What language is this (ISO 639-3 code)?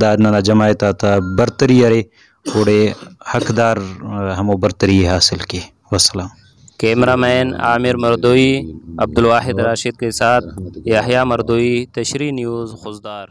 brh